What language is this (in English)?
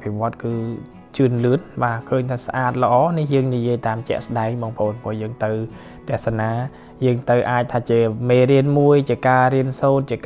Khmer